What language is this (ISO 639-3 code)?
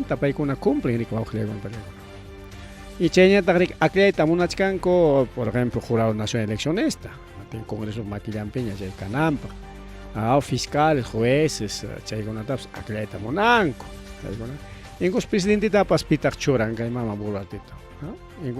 quy